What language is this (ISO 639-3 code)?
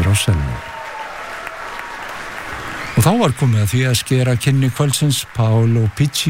isl